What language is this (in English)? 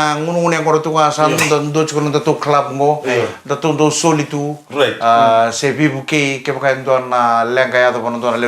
Fijian